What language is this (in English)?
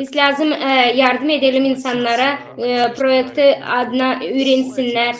Gagauz